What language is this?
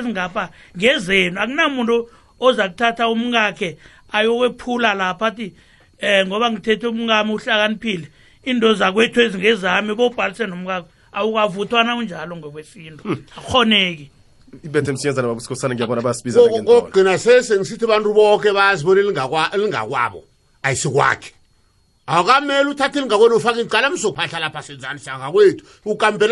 South Ndebele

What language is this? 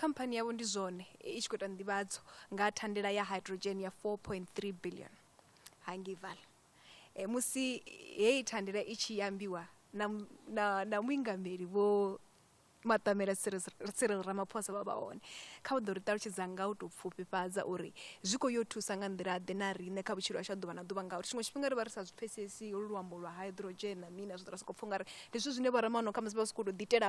Venda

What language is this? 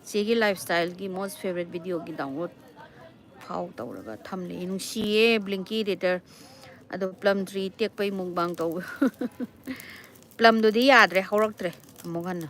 Manipuri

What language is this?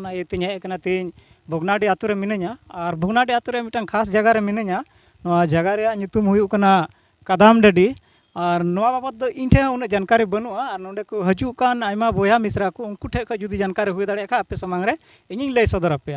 Santali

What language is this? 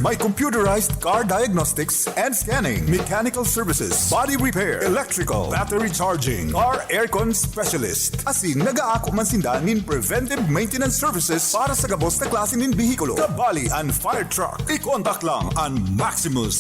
Bikol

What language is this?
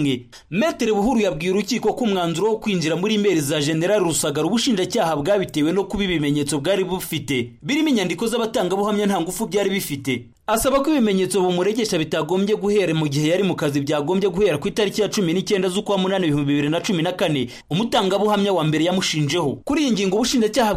Kinyarwanda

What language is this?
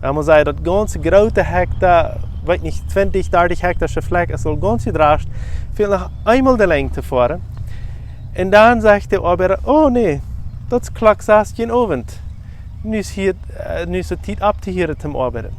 Plautdietsch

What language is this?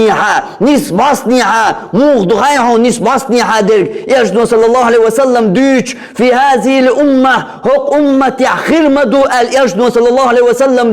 Chechen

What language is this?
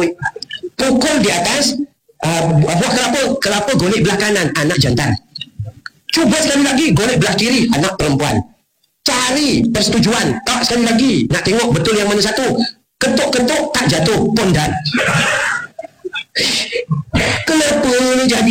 Malay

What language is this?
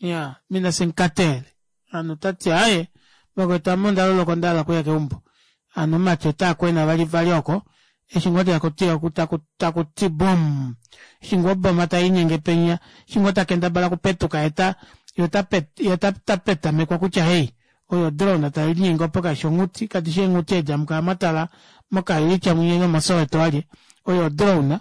Kuanyama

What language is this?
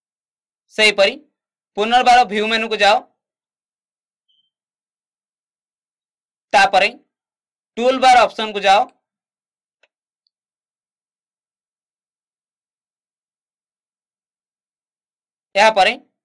Odia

